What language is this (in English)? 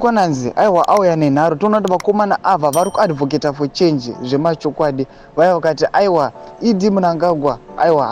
Shona